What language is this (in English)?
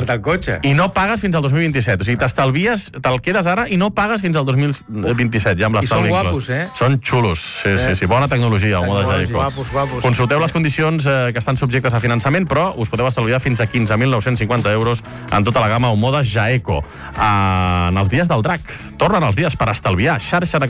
Catalan